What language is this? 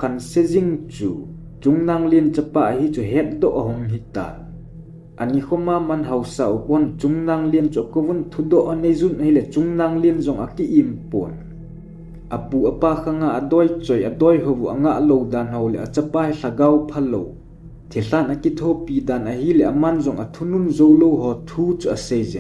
Thado Chin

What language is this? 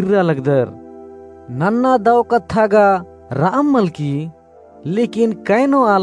Kurukh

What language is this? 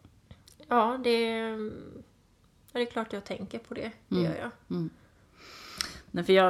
Swedish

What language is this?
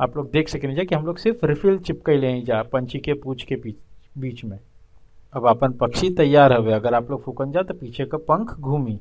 Bhojpuri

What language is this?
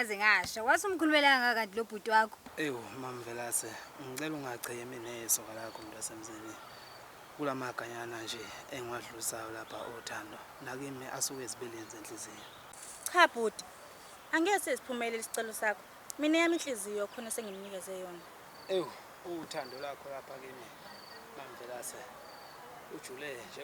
Zulu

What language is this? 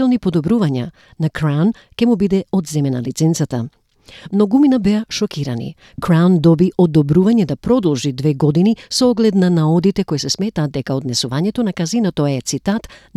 Macedonian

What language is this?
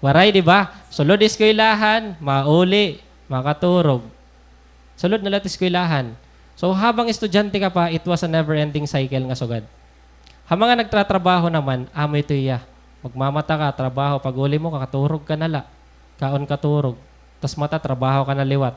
Waray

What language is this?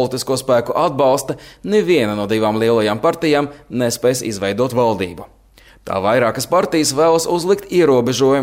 Latvian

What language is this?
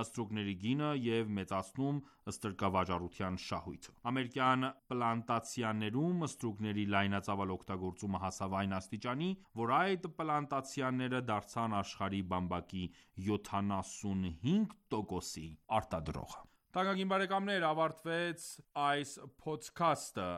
Armenian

